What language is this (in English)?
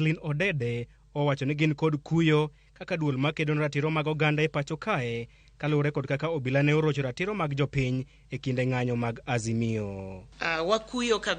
Luo (Kenya and Tanzania)